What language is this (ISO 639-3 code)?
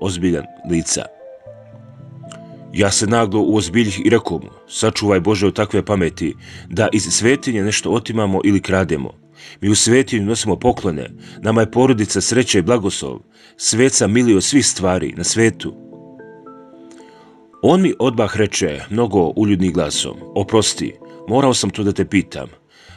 srp